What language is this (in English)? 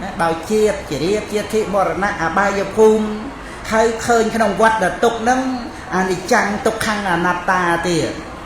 Khmer